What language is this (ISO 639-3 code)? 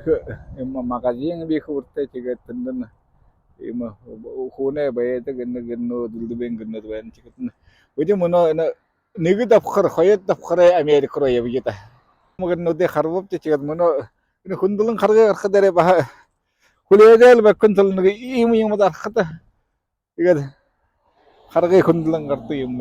bua